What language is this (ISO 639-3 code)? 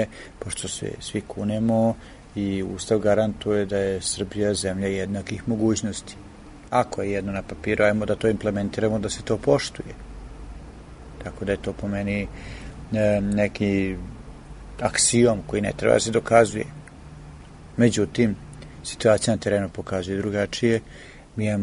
srp